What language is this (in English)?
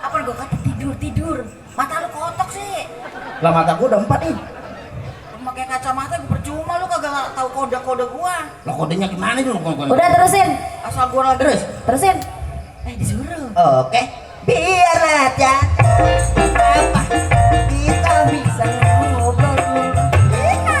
Betawi